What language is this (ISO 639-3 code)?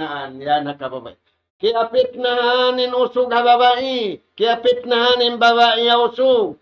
tsg